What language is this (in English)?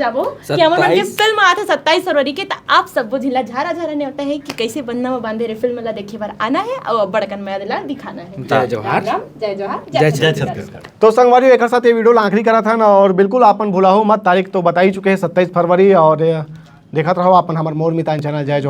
Chhattisgarhi